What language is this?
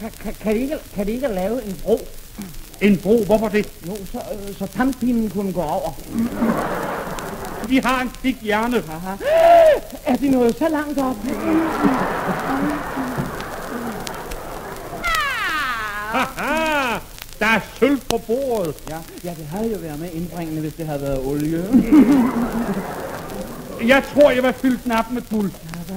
Danish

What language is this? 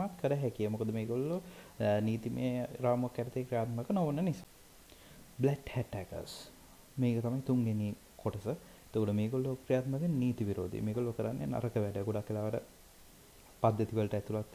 Sinhala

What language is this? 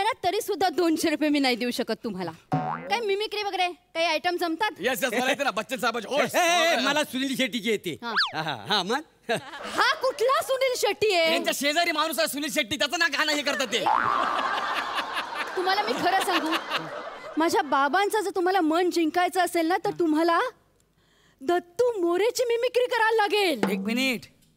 Marathi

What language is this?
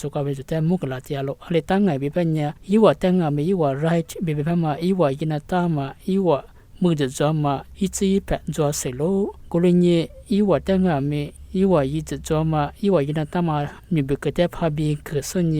Lisu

